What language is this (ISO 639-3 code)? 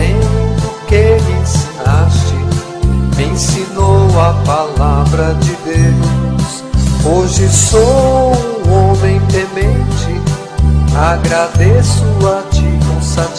por